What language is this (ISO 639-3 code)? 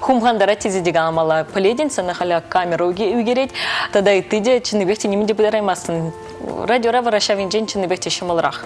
chv